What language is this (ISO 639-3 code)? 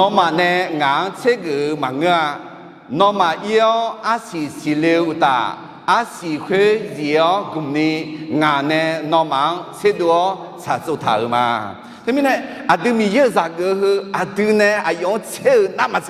ahk